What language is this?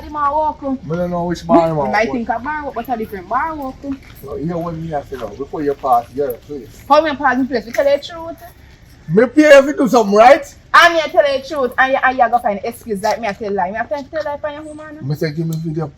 Jamaican Creole English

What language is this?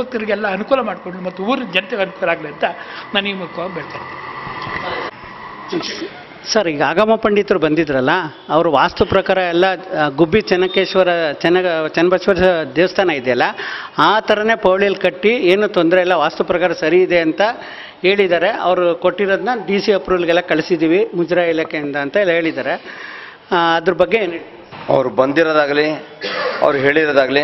Kannada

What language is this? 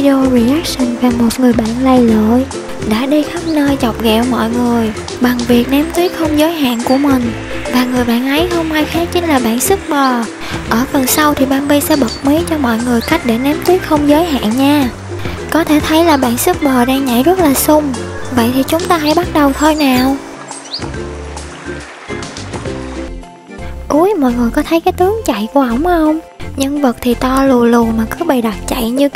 Vietnamese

